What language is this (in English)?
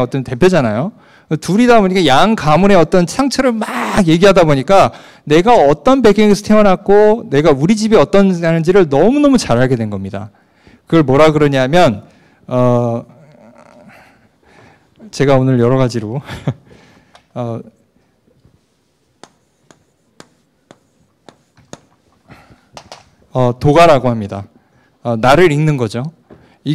Korean